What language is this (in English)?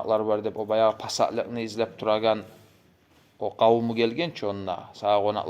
Kumyk